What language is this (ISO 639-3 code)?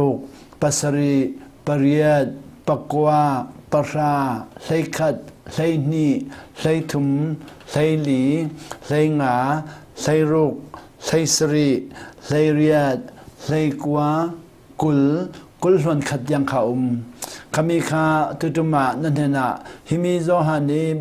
cnh